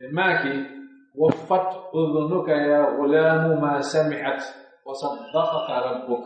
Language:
Pular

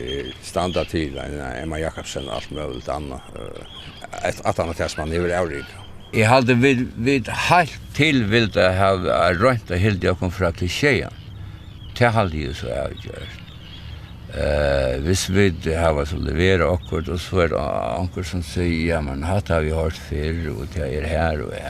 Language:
Faroese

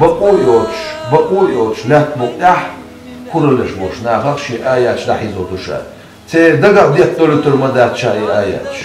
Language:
Chechen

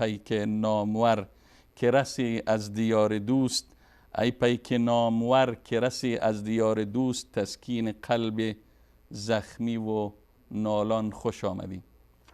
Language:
Persian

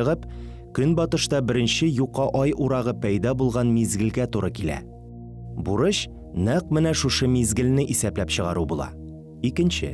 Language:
Tatar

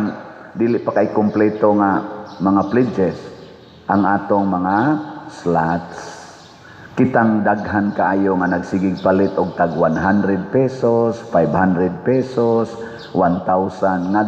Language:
Cebuano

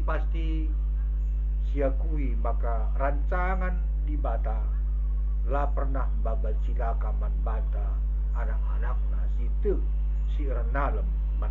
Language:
Batak Karo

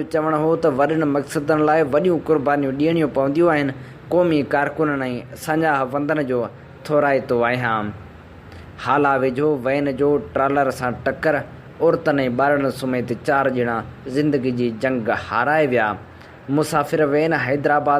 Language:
Sindhi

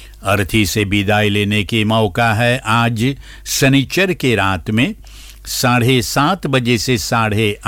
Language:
Bhojpuri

